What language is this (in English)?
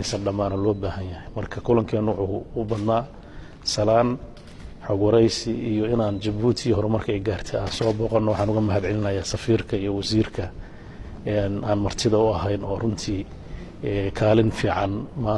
Somali